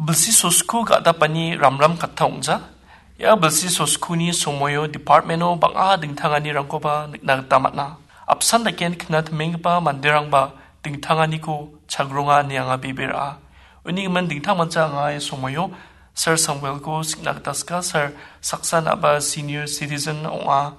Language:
Garo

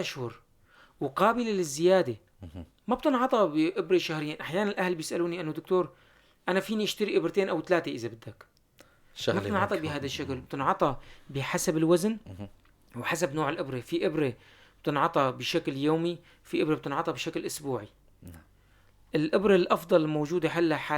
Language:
North Levantine Arabic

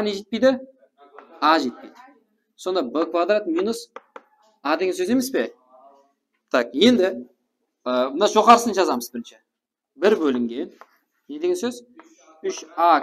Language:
Kara-Kalpak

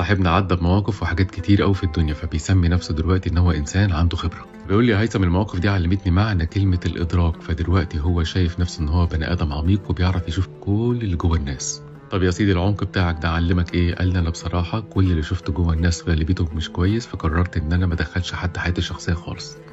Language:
Egyptian Arabic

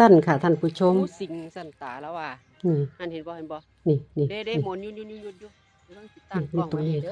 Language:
Northeastern Thai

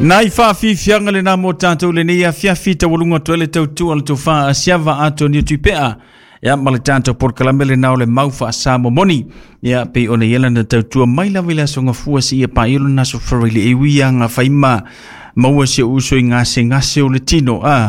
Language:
Samoan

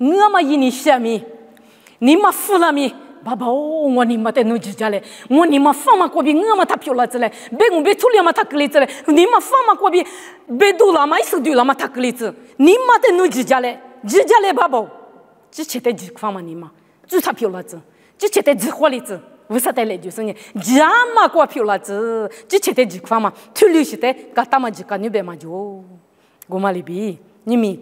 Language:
Lisu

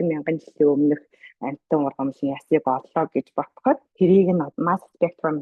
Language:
Mongolian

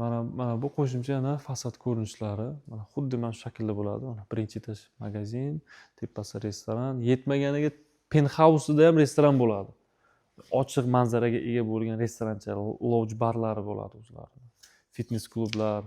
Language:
Uzbek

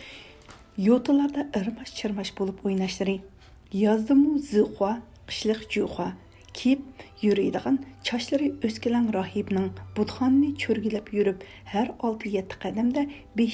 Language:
Uyghur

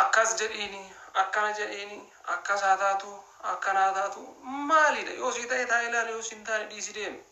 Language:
Oromo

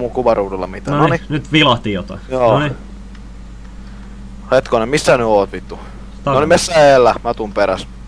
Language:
Finnish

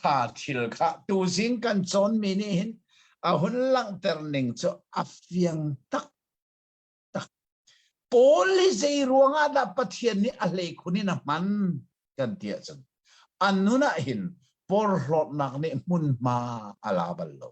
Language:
Hakha Chin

